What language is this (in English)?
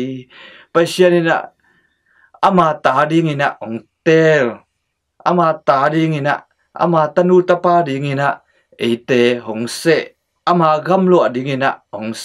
Tedim Chin